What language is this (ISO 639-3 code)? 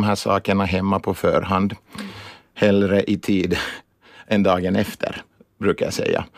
swe